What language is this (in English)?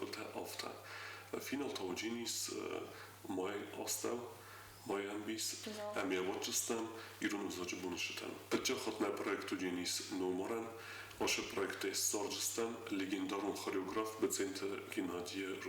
Ossetic